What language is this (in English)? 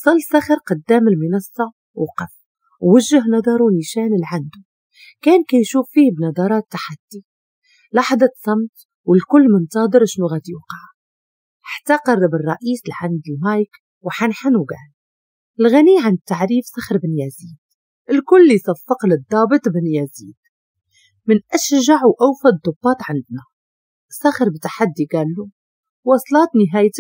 Moroccan Arabic